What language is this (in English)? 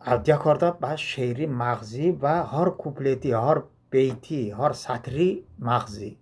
Talysh